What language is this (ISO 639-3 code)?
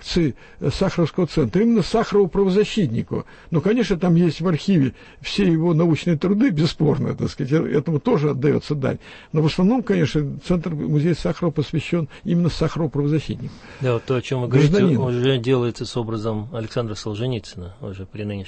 rus